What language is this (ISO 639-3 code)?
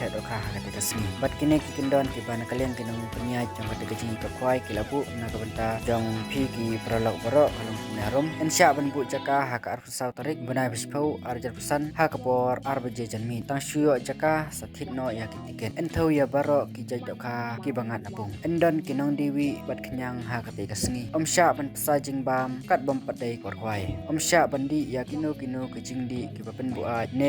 kha